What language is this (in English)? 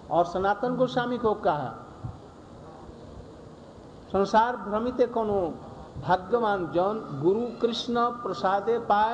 Hindi